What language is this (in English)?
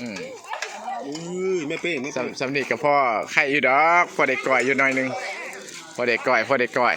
Northeastern Thai